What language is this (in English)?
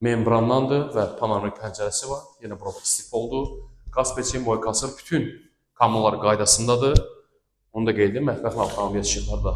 Azerbaijani